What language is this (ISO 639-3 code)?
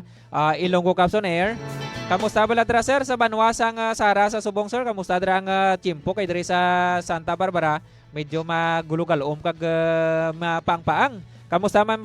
hil